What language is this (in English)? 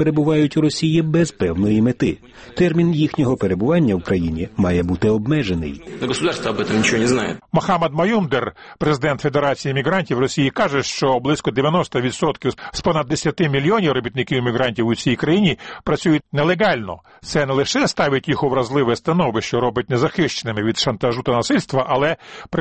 Ukrainian